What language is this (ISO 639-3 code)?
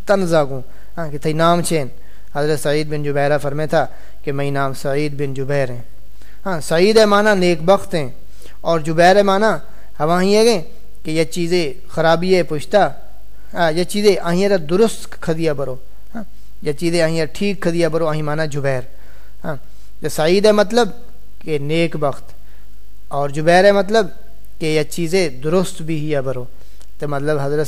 skr